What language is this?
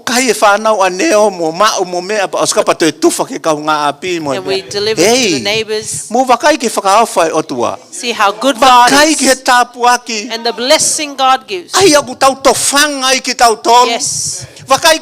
Tongan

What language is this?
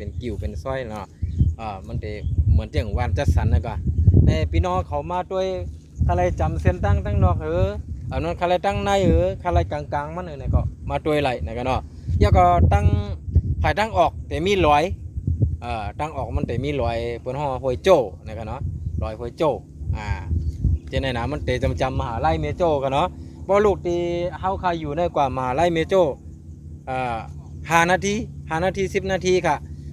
Shan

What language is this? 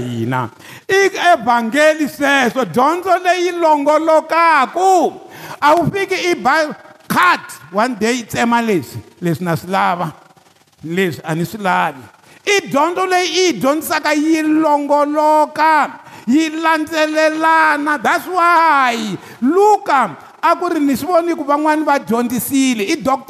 Tsonga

